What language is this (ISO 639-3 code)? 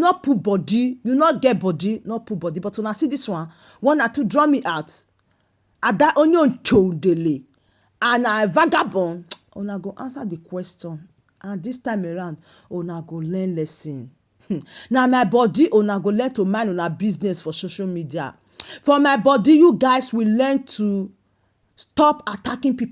pcm